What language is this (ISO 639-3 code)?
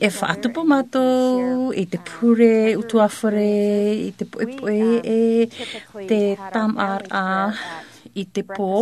tah